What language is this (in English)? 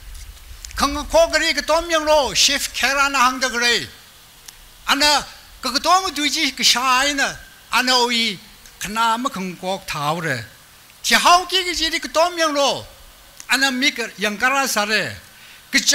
Tangkhul Naga (India)